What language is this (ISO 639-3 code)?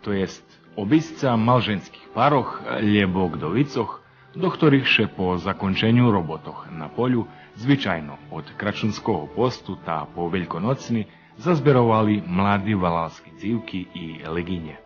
rue